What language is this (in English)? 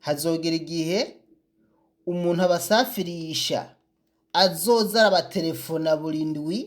Rundi